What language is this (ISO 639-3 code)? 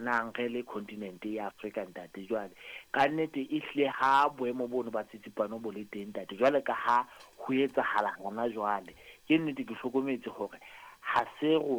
sot